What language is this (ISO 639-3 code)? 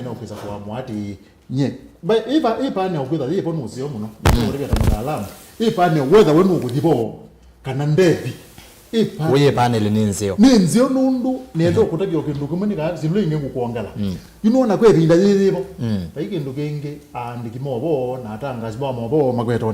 kam